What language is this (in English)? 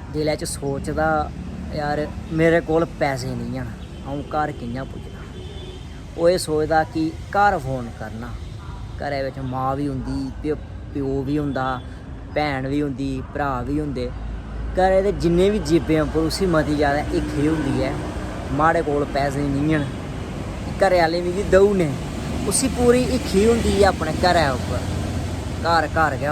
Dogri